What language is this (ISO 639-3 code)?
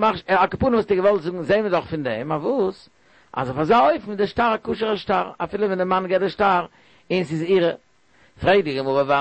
yid